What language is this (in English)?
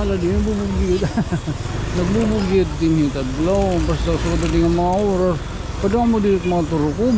Waray